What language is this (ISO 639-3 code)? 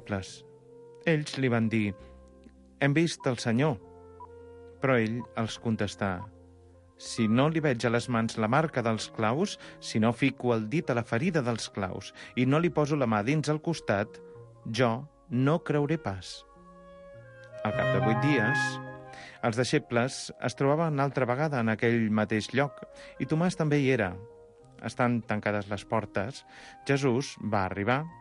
cat